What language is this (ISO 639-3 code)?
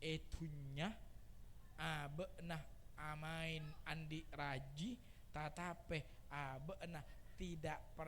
mad